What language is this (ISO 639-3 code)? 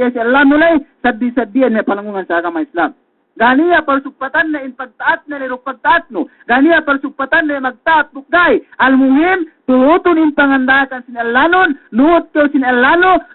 yka